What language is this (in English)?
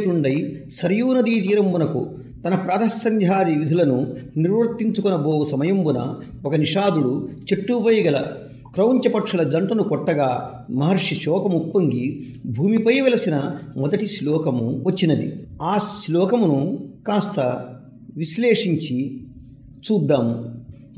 Telugu